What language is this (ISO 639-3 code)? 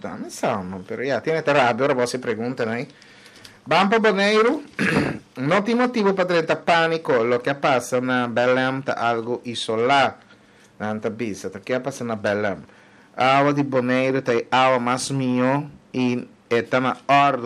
pap